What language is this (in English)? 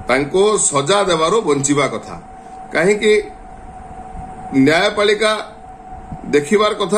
Odia